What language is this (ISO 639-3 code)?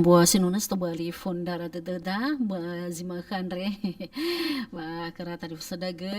nia